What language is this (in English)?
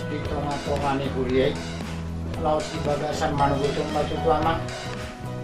Batak Toba